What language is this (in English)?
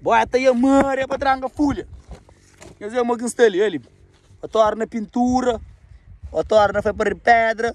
Kabuverdianu